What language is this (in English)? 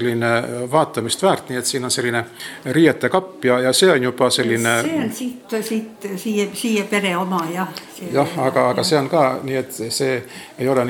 Estonian